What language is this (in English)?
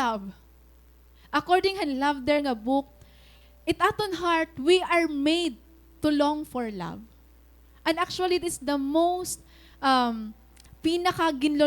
Waray